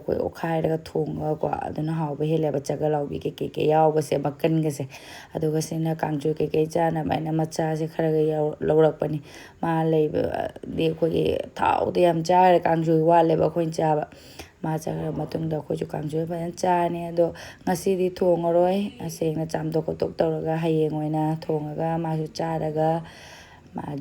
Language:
Manipuri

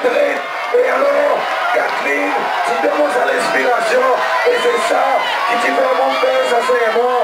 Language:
Seselwa Creole French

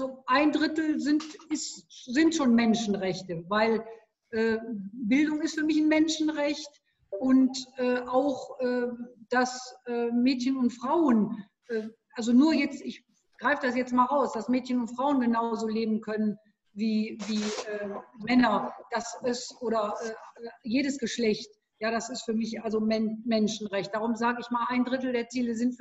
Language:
German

